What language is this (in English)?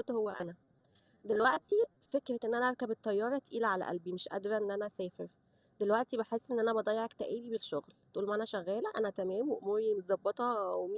Egyptian Arabic